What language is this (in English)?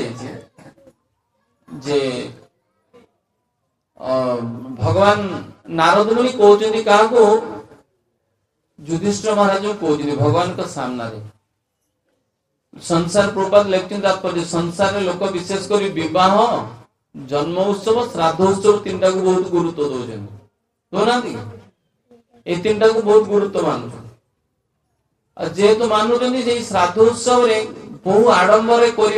Odia